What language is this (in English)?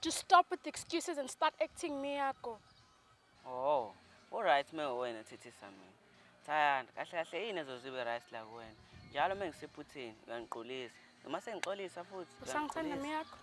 Zulu